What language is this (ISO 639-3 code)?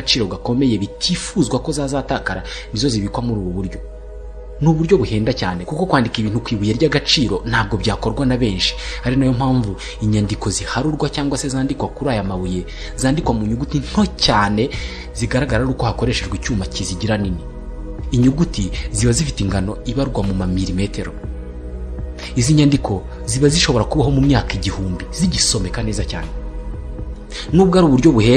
kin